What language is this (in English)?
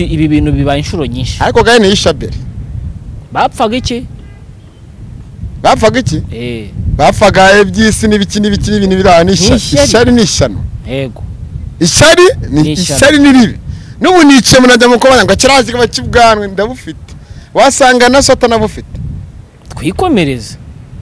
Kinyarwanda